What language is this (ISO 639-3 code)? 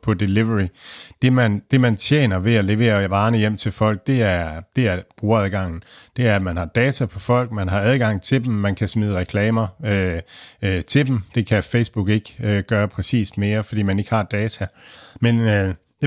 dan